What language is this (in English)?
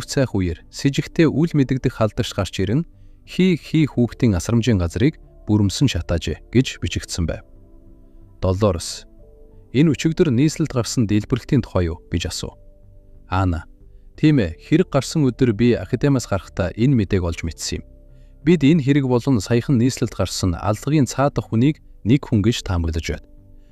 Mongolian